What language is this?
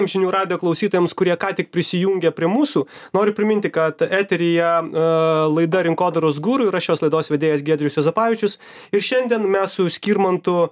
Lithuanian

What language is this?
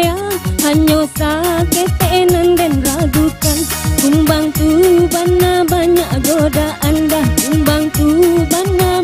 Minangkabau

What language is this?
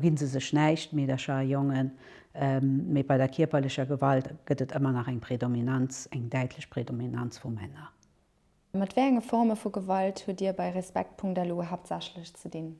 Luxembourgish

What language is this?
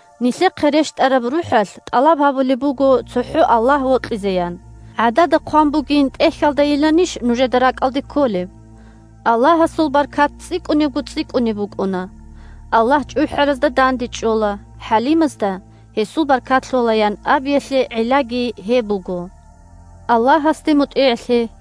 Avaric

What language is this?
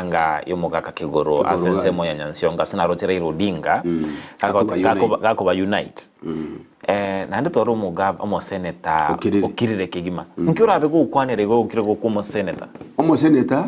Gusii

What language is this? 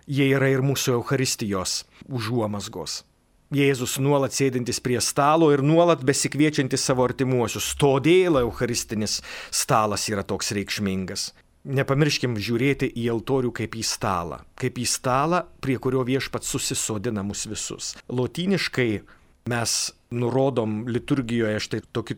Lithuanian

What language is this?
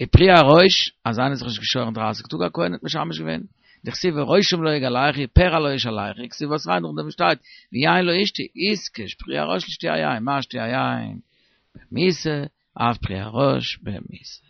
Yiddish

